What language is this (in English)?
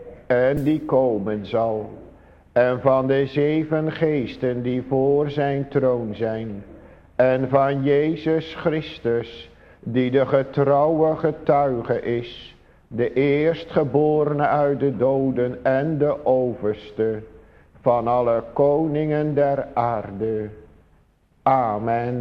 Dutch